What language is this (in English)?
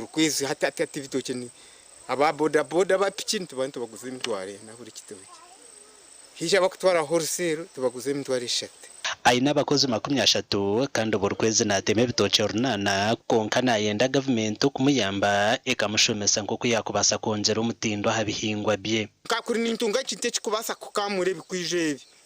Nyankole